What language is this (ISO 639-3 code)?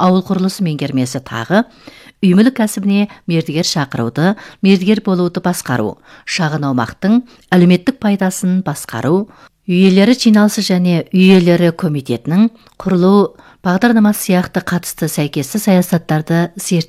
kaz